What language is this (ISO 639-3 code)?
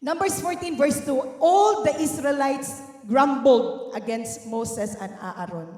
ceb